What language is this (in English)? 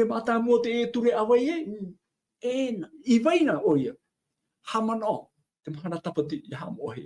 Tahitian